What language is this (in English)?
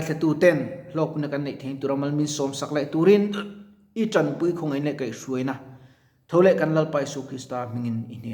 Mizo